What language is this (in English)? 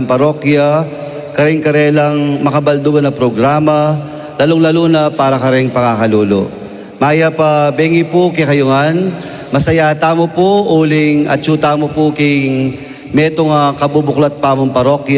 Pampanga